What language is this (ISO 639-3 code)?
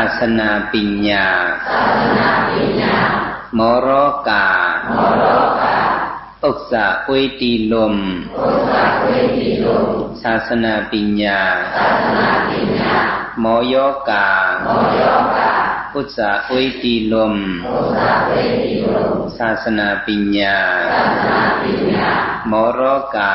shn